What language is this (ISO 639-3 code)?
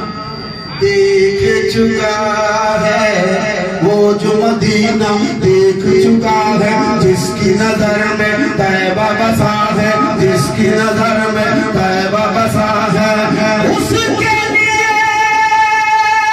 hin